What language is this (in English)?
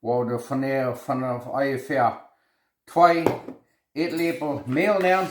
Plautdietsch